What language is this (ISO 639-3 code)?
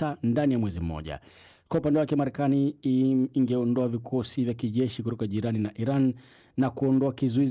swa